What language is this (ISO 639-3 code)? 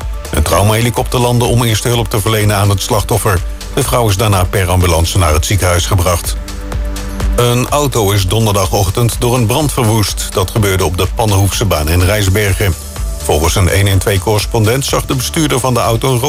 nld